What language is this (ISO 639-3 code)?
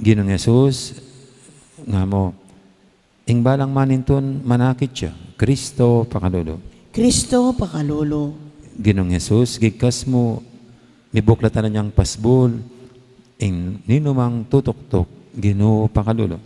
pam